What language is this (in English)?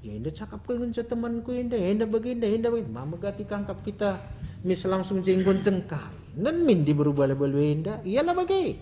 Batak Karo